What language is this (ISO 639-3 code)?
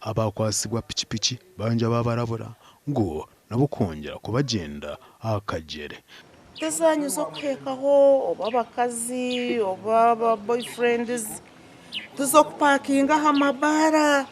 nyn